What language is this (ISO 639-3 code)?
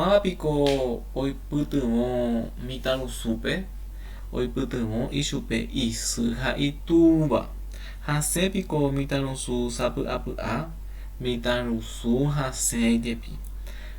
grn